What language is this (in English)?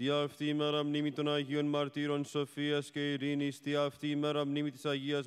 Greek